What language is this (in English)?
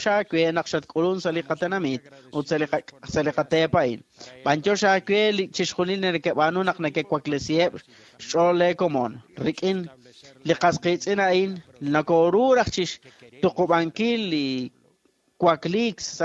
Kekchí